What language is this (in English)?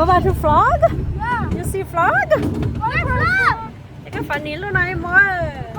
Hmong